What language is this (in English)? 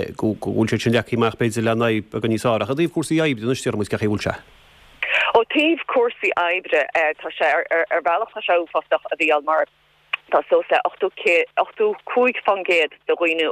Irish